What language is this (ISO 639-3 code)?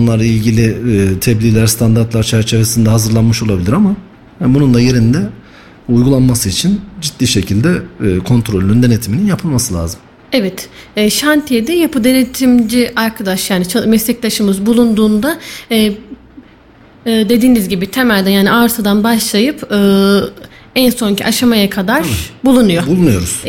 tur